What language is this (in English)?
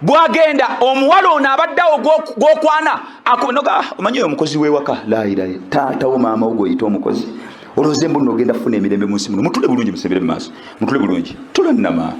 Ganda